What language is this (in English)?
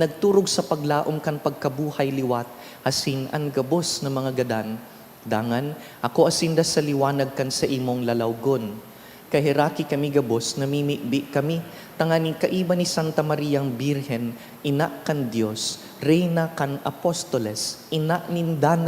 Bikol